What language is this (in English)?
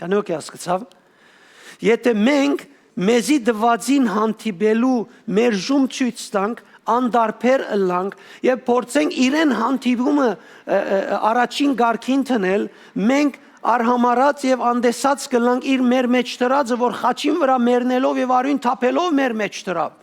Western Armenian